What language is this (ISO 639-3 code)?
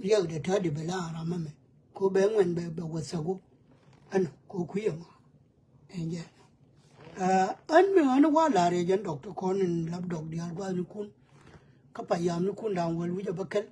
nus